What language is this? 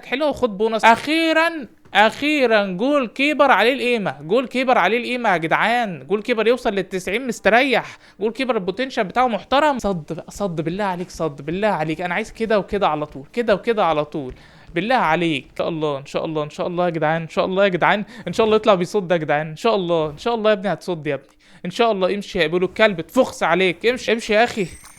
Egyptian Arabic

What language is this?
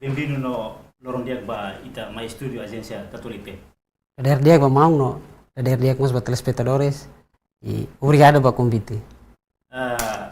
Tetum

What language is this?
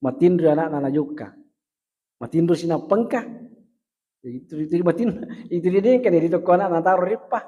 Buginese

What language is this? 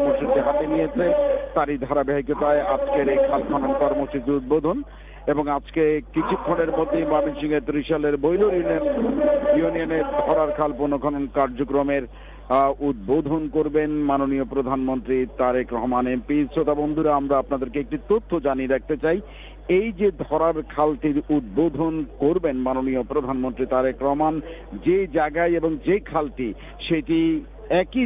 Bangla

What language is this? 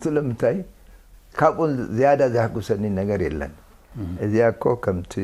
Tigrinya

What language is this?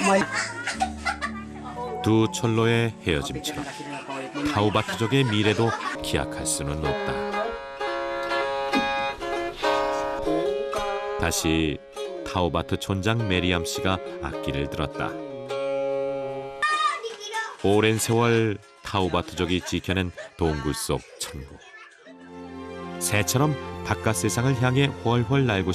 Korean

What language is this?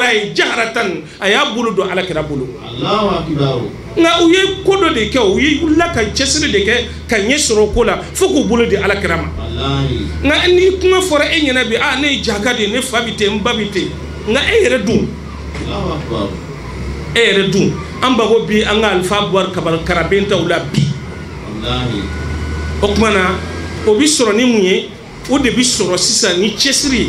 Bambara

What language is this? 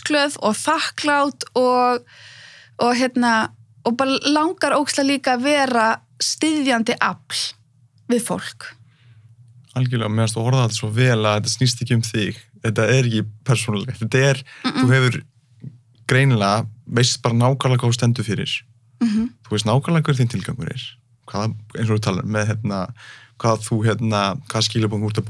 Icelandic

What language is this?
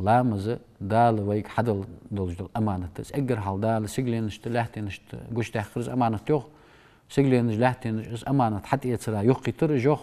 Ingush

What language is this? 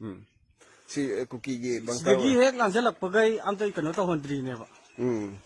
Manipuri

